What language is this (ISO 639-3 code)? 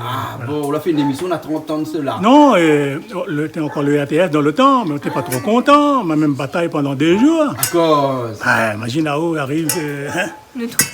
rcf